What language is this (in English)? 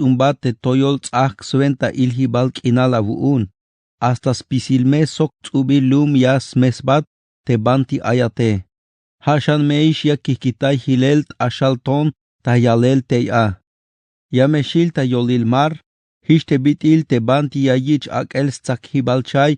Tzeltal